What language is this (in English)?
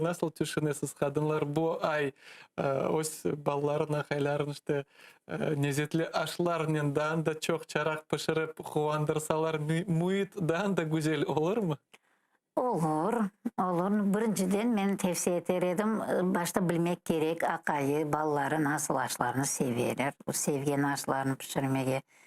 Crimean Tatar